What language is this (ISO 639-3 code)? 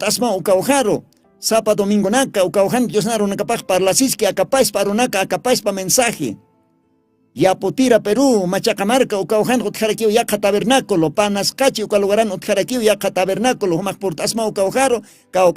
aym